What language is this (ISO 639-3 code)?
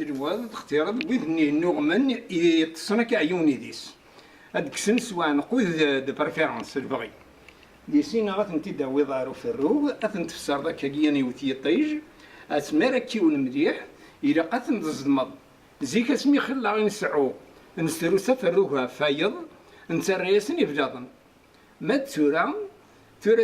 kab